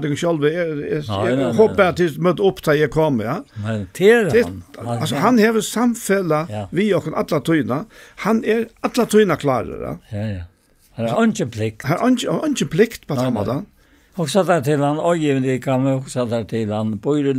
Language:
Faroese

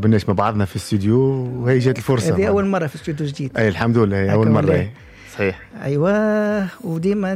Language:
Tunisian Arabic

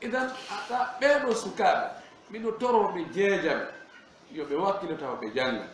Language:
Fula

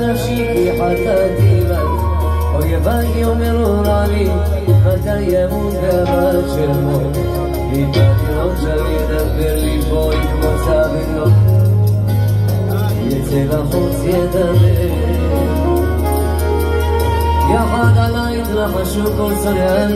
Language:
Hebrew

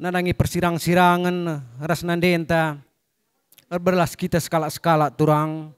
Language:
Batak Karo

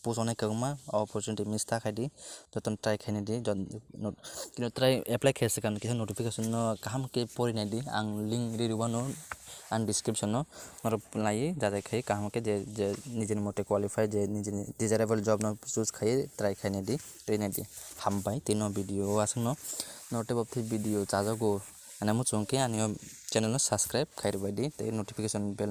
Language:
Kok Borok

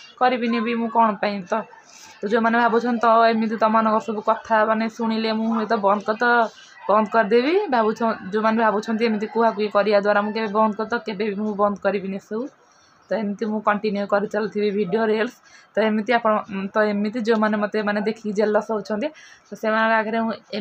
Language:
Odia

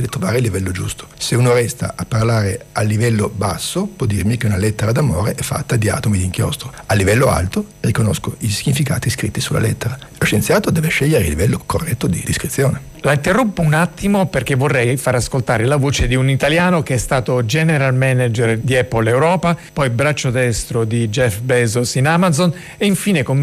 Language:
Italian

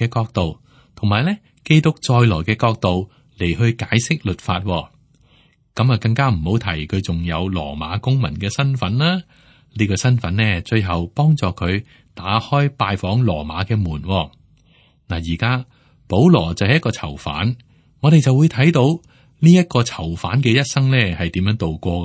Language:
Cantonese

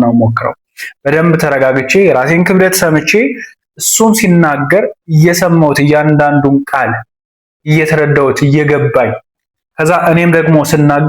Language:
Amharic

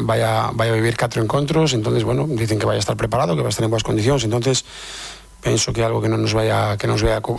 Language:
Galician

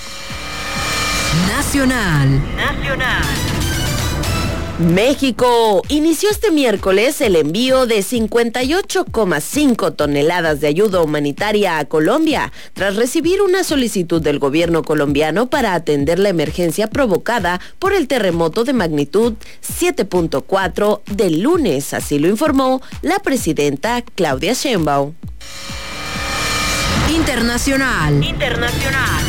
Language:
Spanish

